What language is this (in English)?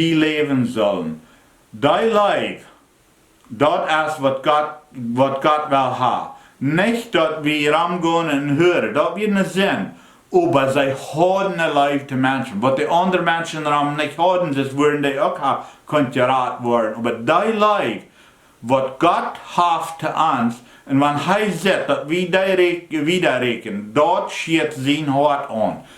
Plautdietsch